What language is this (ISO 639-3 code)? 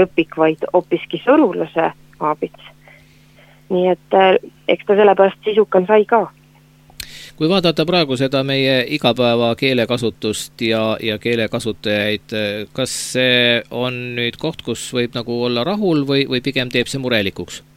est